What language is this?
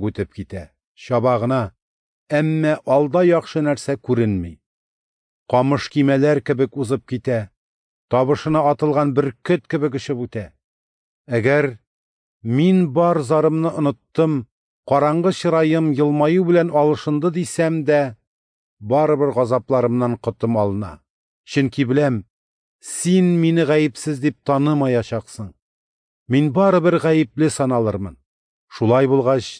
Tatar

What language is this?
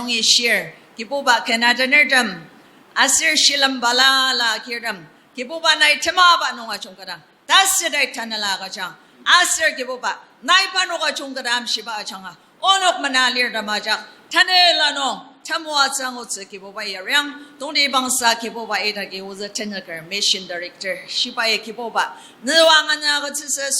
Ao Naga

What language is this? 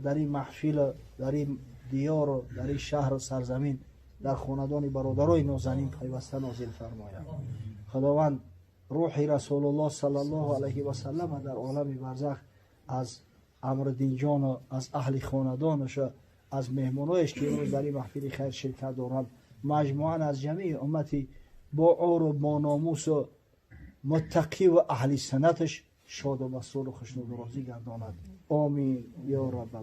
Tajik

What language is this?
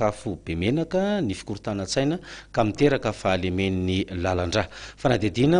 Malagasy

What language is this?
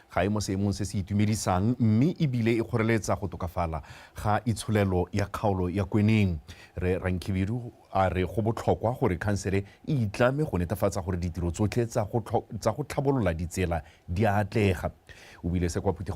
Tswana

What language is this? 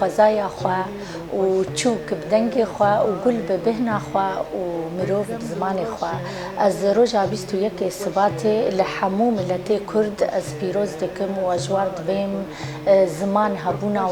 Kurdish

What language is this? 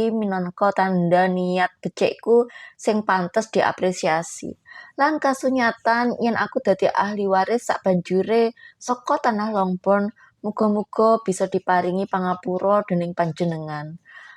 Javanese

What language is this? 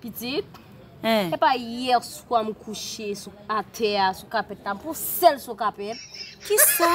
Haitian Creole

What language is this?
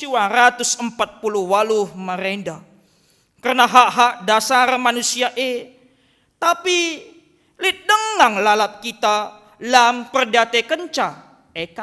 Batak Karo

